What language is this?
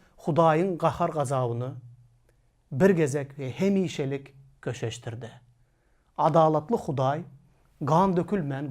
Turkmen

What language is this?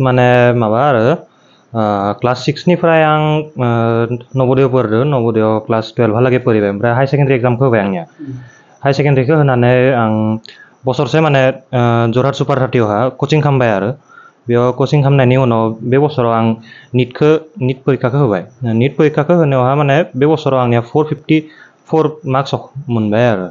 Bodo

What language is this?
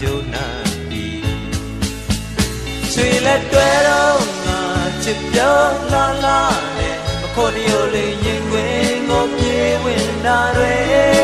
Burmese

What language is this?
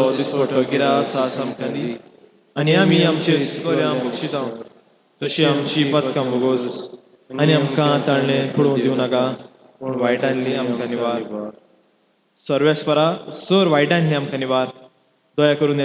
Konkani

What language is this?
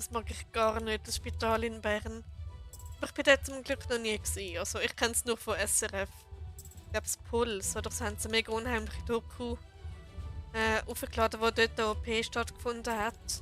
Swiss German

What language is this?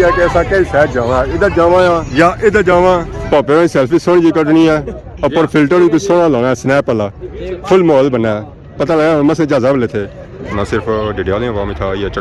Pahari-Potwari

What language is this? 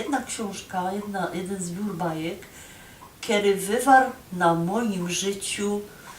Silesian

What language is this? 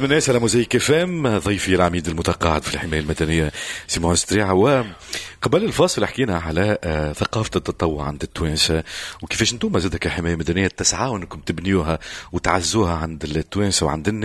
Tunisian Arabic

